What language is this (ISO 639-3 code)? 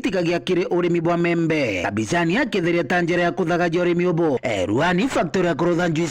mer